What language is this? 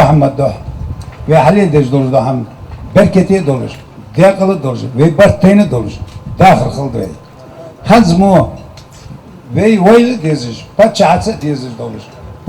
Ingush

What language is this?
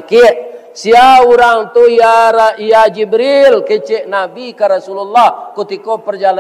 Minangkabau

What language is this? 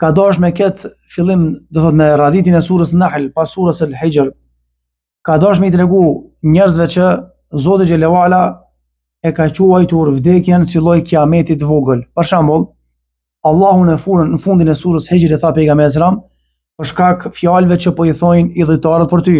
Albanian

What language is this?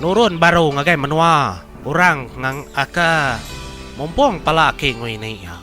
Iban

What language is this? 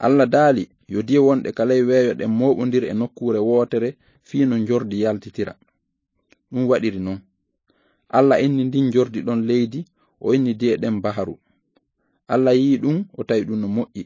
Fula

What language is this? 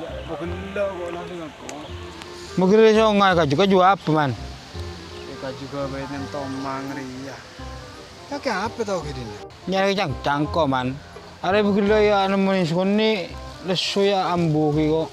Madurese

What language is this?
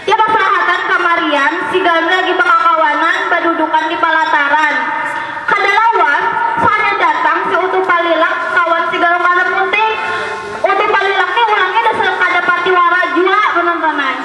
Banjar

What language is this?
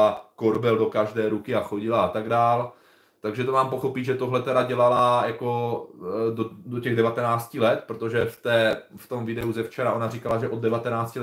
Czech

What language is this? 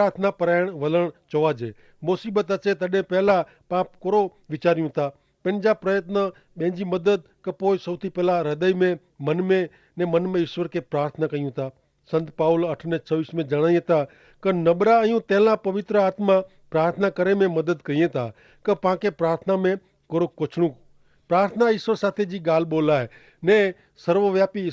Kachhi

